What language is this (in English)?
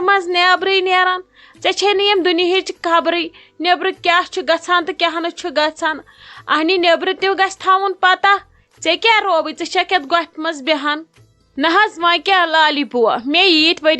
Kashmiri